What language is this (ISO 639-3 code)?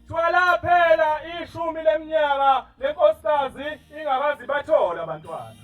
zul